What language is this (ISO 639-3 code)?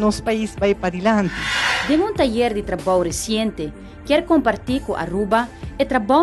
pap